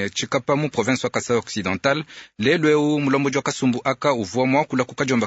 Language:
Luba-Lulua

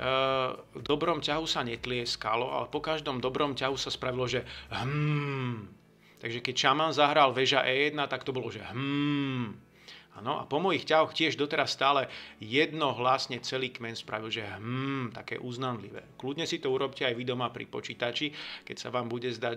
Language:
Slovak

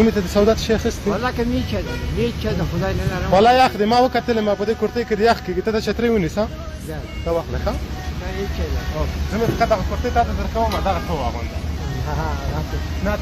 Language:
Pashto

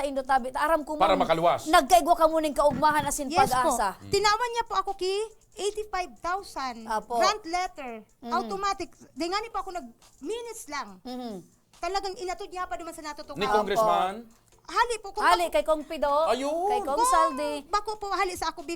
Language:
Bikol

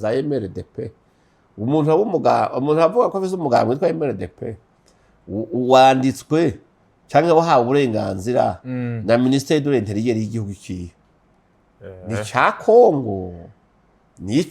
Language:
Rundi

